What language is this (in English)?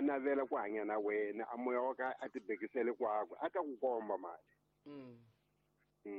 Tsonga